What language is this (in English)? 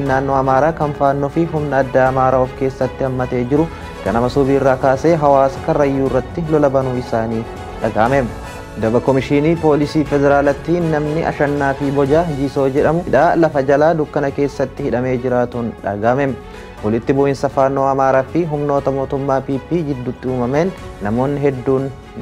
Oromo